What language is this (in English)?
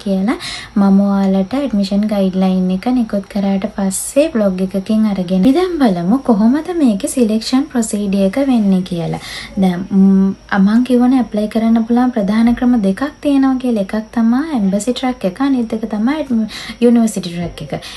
Sinhala